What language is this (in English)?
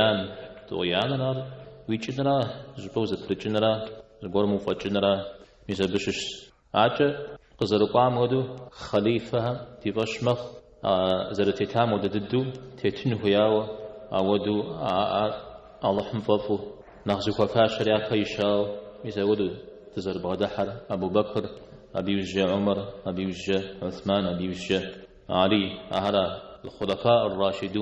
Kabardian